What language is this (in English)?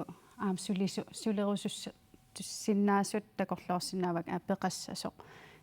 Kalaallisut